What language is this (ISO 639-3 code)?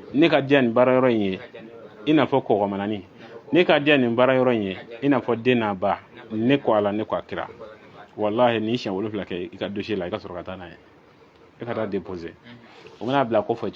bam